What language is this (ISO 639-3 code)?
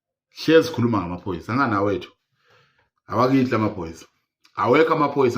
zul